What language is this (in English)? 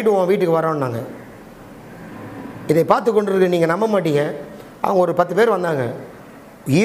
Tamil